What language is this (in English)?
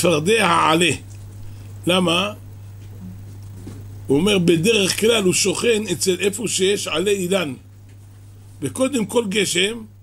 Hebrew